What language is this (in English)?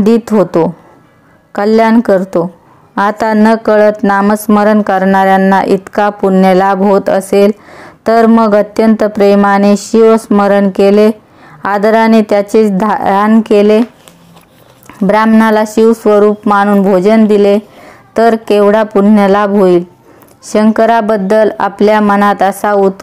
Marathi